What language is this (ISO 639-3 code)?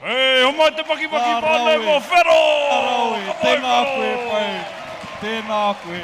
mri